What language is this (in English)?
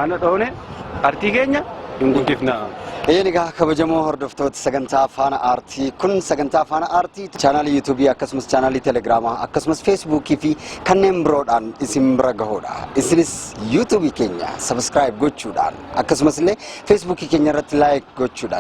Oromo